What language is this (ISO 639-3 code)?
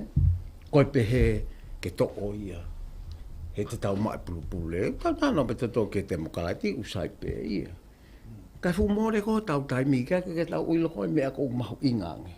ton